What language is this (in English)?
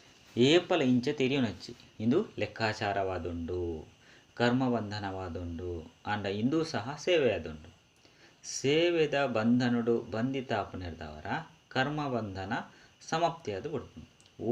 Tulu